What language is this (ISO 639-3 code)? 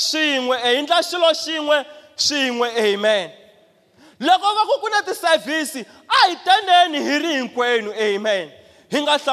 tso